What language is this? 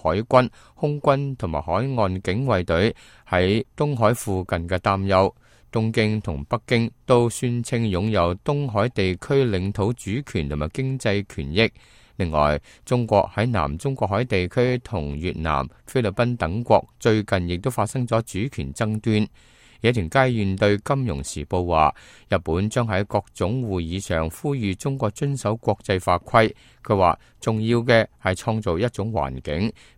Cantonese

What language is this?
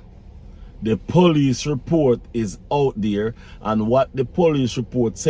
Jamaican Creole English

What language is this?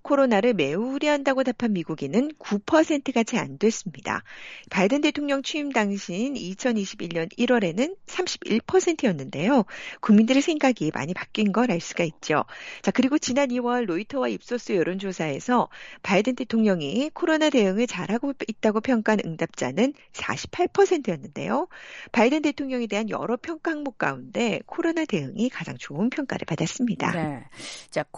Korean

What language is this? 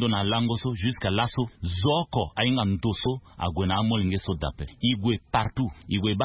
Sango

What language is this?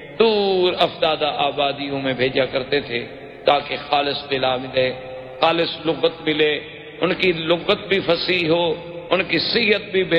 Urdu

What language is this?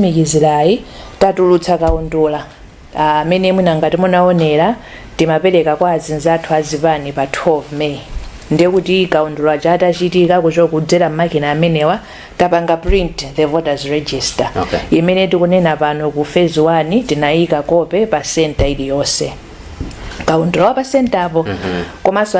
Nyanja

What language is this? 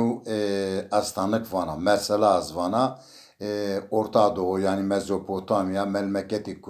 Zaza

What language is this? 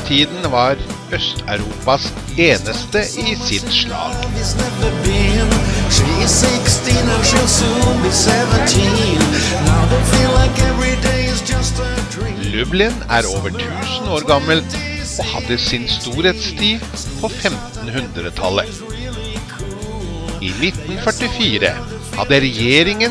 Norwegian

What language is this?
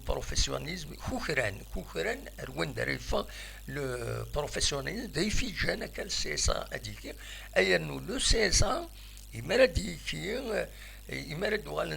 Kabyle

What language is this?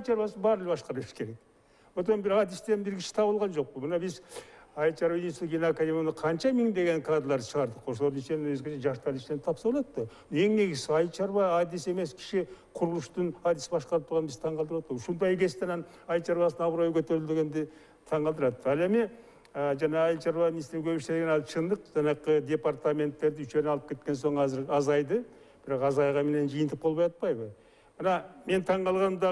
Kyrgyz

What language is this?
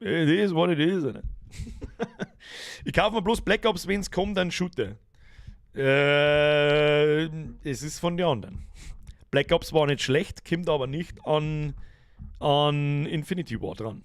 Bavarian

